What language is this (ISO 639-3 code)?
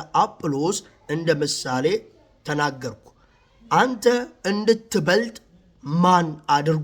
amh